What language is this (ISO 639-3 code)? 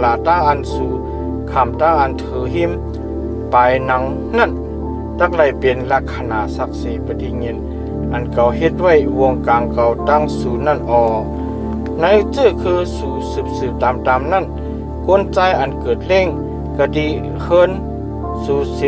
shn